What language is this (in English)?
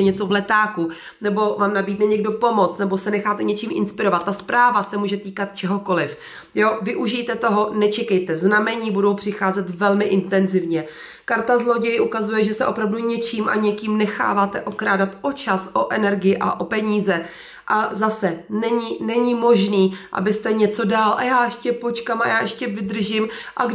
Czech